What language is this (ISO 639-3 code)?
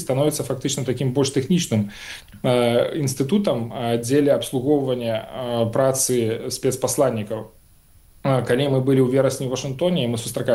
bel